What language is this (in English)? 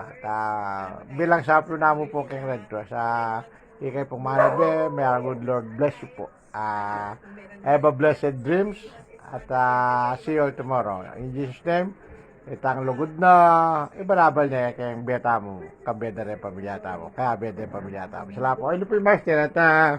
Pampanga